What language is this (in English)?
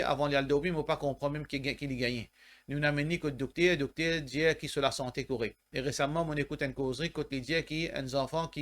Morisyen